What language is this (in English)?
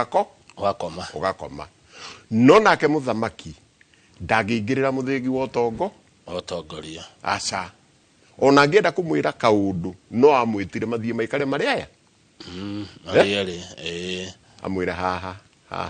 Kikuyu